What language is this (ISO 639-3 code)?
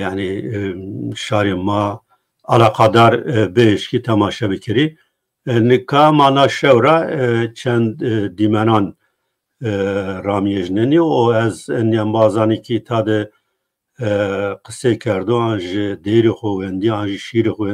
zza